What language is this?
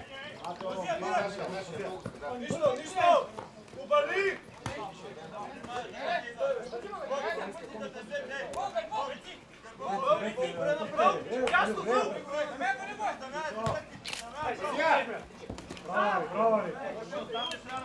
Bulgarian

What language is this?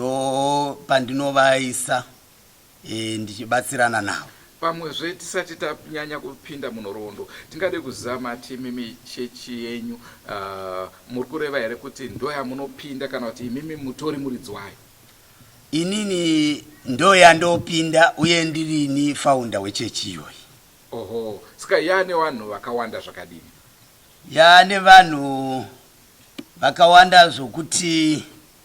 Shona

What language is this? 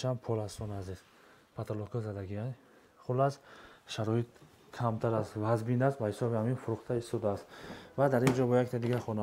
Tajik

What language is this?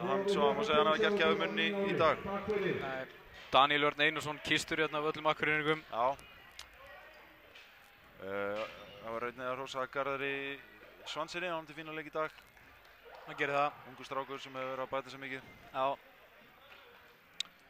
Icelandic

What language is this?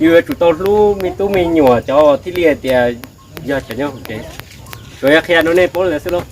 Hmong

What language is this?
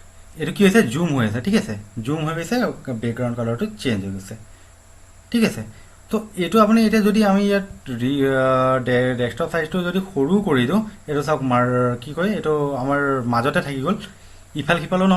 Assamese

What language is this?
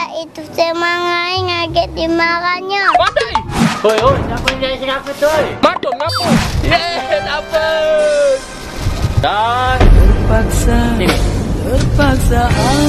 Musi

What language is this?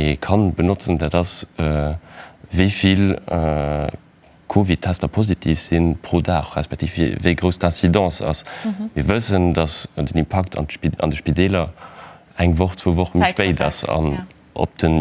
Luxembourgish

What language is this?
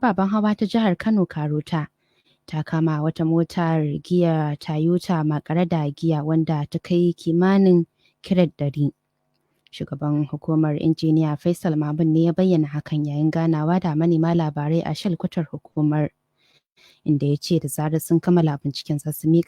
Hausa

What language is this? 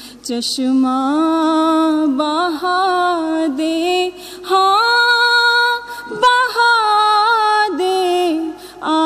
Urdu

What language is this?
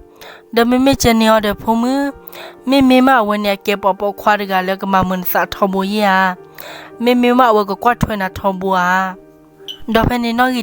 S'gaw Karen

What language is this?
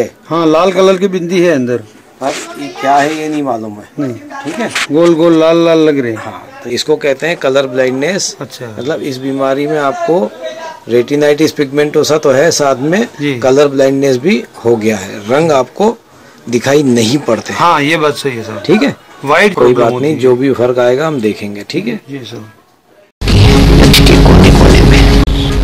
Hindi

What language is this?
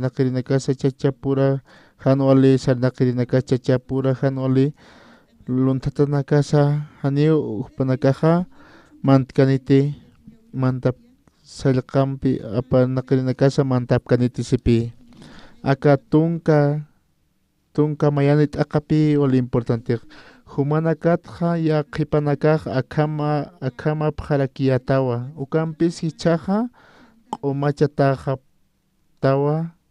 Aymara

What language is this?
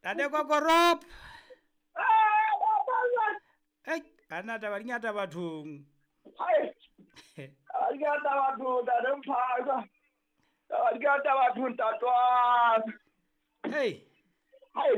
Southern Sotho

